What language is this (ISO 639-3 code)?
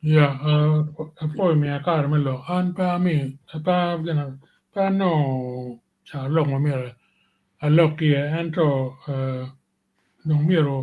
ach